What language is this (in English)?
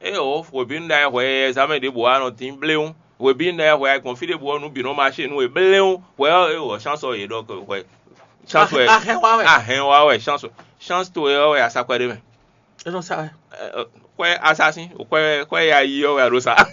Fon